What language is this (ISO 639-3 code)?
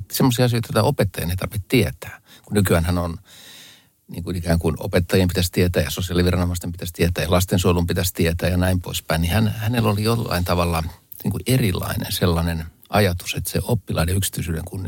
fin